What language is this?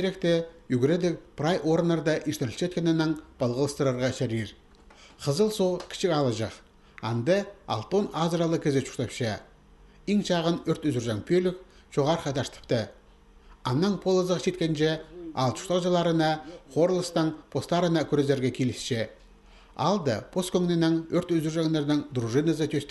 Khakas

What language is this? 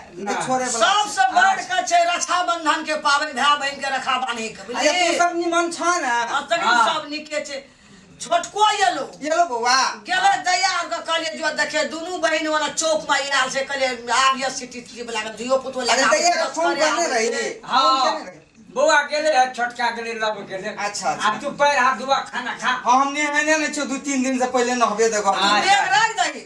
Maithili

